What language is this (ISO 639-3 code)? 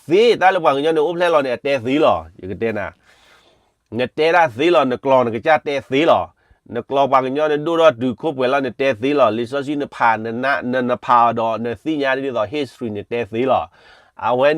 ksw